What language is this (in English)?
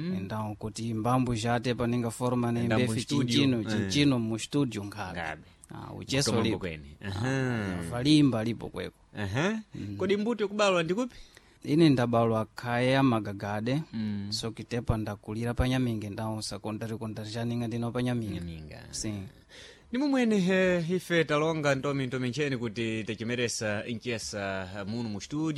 Sena